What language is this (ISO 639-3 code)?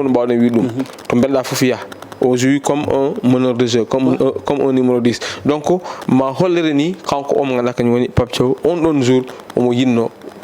ful